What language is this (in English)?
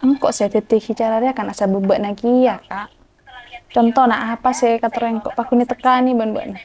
Madurese